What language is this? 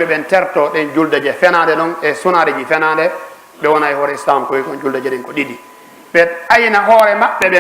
Fula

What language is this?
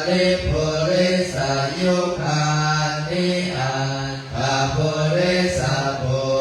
Pali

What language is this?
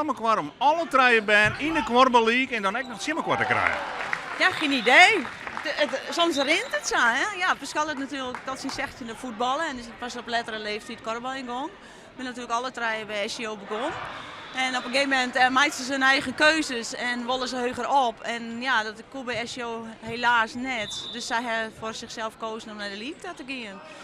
Western Frisian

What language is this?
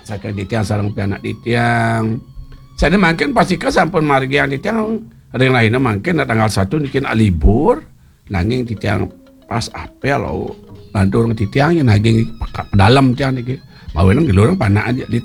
Balinese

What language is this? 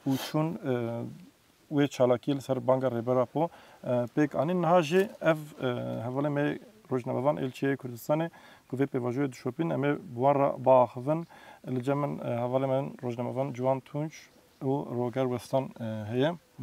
Kurdish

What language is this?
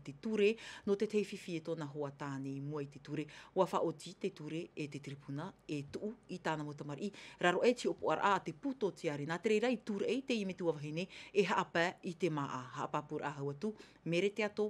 Tahitian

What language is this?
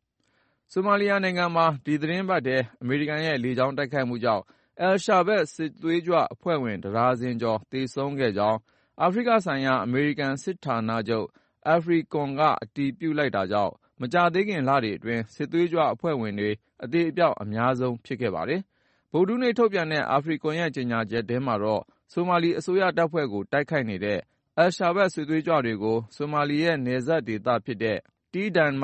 Burmese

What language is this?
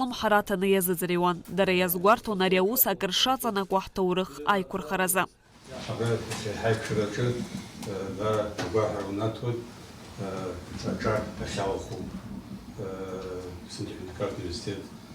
Abkhazian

